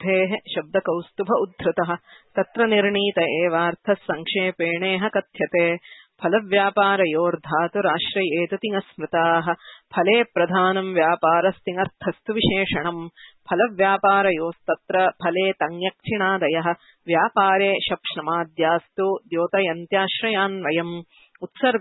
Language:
Sanskrit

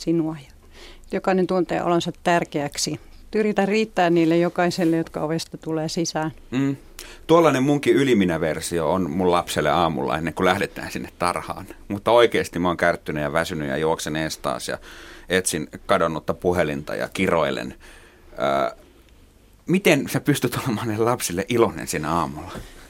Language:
Finnish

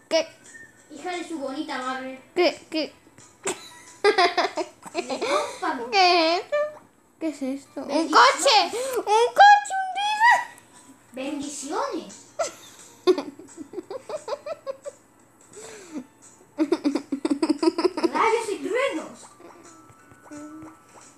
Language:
Spanish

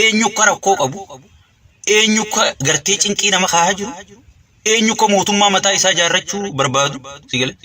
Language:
Oromo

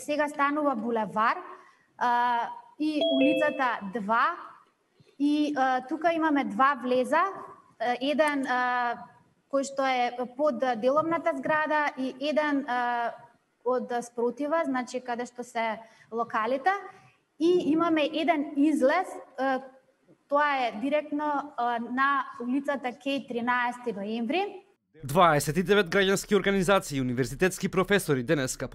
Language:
Macedonian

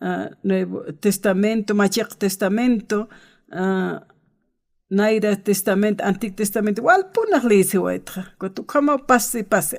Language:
Aymara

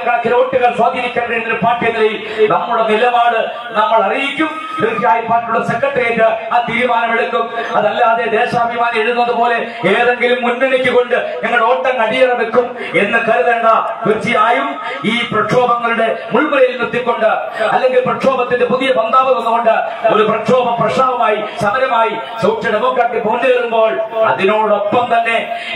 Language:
Malayalam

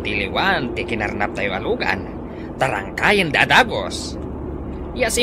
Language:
Iloko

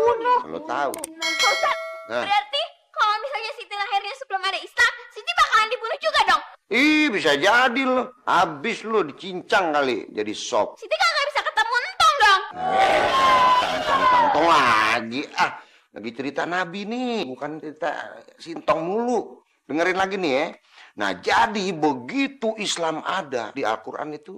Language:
Betawi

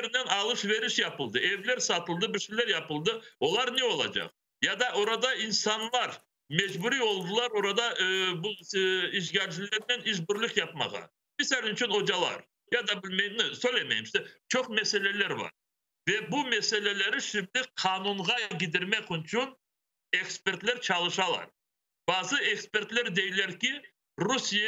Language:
Crimean Tatar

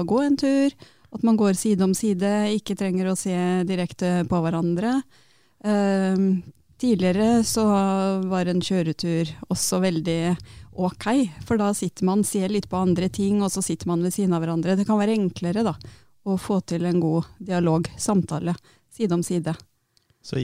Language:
Norwegian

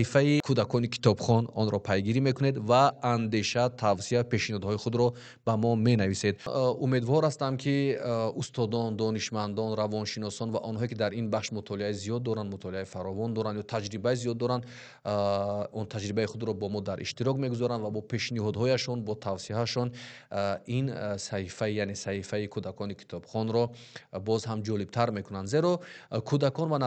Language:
Tajik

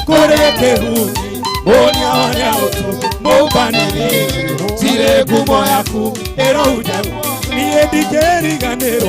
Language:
Kikuyu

